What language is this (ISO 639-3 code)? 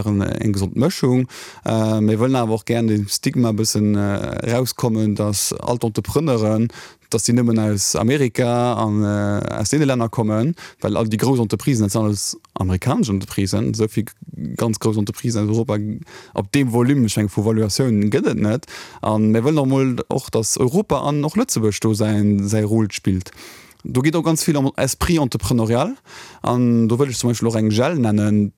ltz